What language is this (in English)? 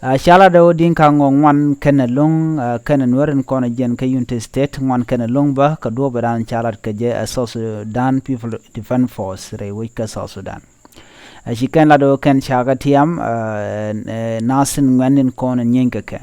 Nuer